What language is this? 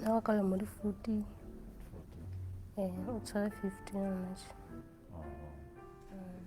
Southern Sotho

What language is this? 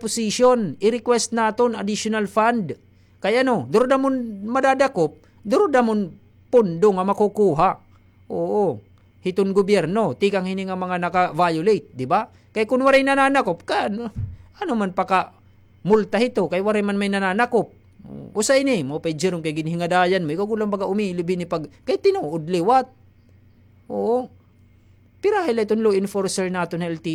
Waray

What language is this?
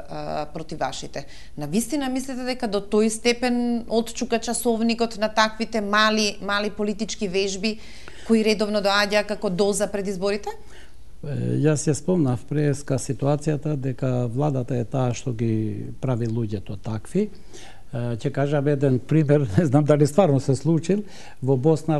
Macedonian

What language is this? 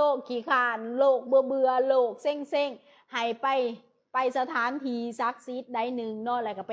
Lao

